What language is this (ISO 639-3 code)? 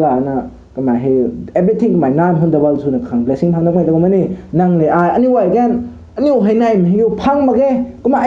nbu